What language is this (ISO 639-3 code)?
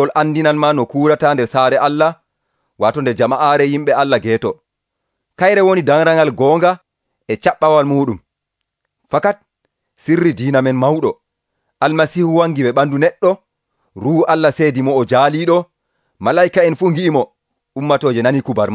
fuv